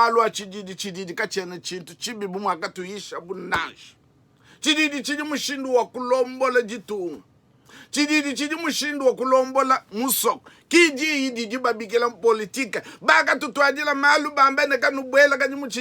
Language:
Luba-Lulua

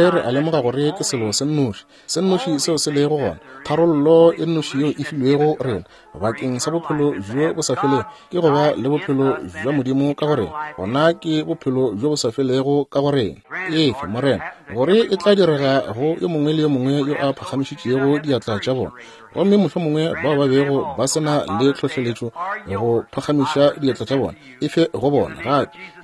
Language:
Northern Sotho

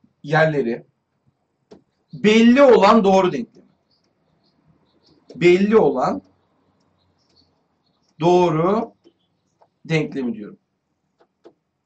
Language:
Turkish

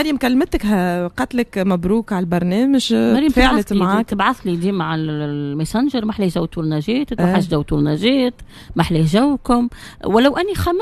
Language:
Tunisian Arabic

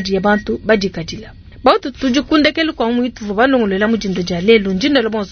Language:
Luba-Lulua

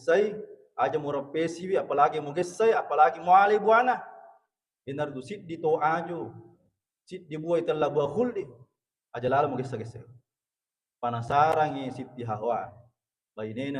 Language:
Buginese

